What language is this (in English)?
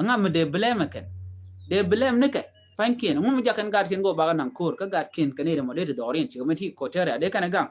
Nuer